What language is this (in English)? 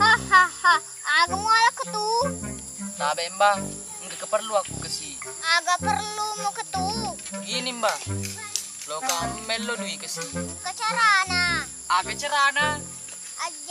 Buginese